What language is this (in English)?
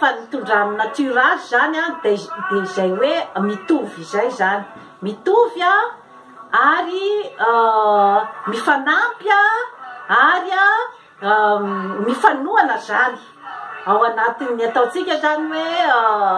Malagasy